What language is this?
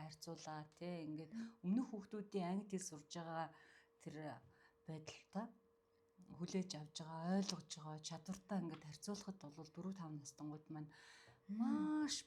Mongolian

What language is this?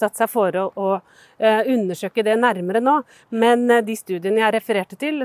Norwegian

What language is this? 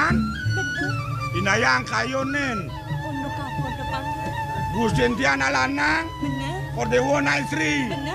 Balinese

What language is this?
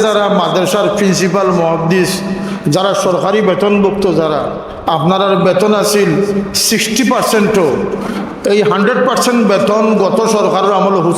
Sylheti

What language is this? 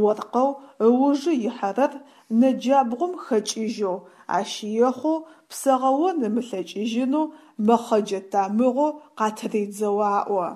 Adyghe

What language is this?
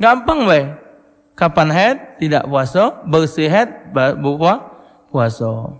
Musi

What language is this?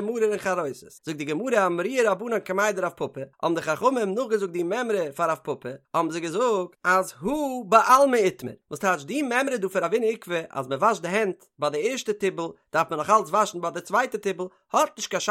Yiddish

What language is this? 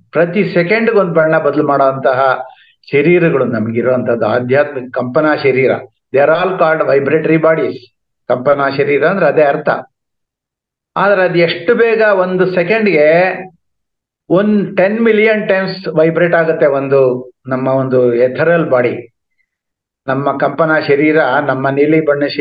Kannada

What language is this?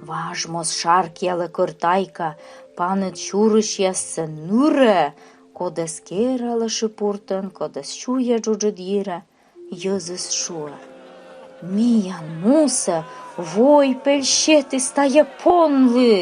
Komi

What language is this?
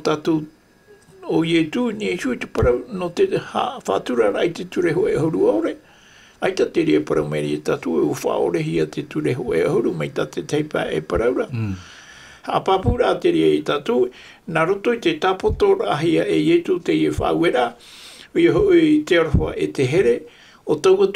Tahitian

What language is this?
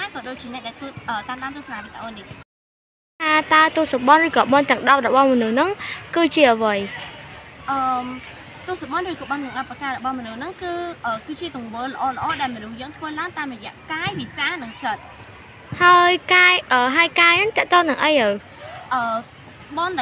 Khmer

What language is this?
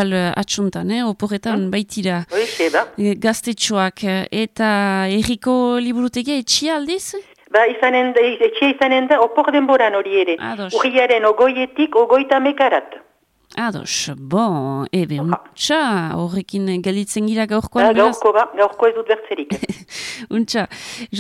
Basque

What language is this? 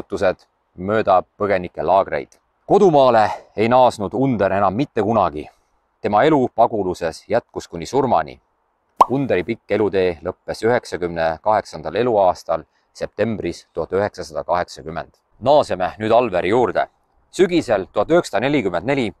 Estonian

